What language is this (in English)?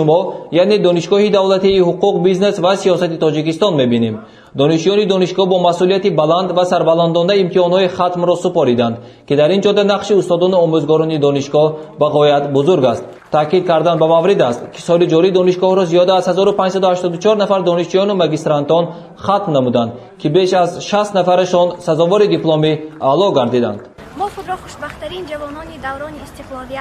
Tajik